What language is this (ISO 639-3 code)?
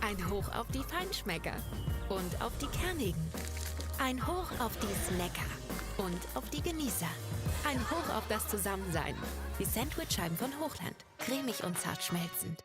bar